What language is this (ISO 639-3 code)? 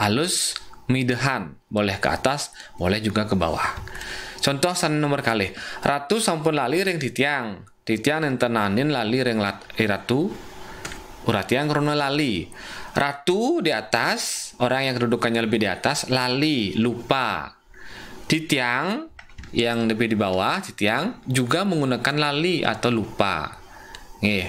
ban